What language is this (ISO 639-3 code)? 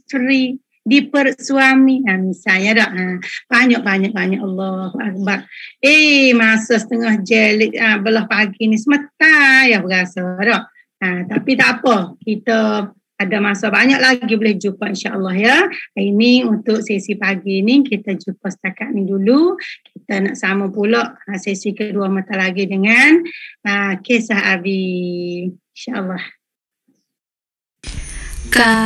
msa